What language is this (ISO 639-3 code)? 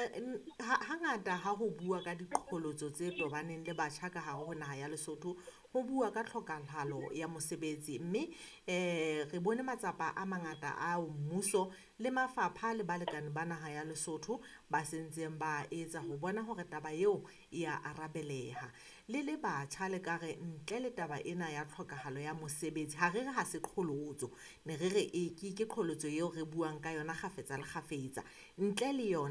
sot